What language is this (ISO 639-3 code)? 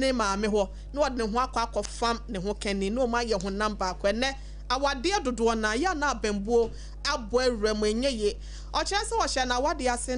aka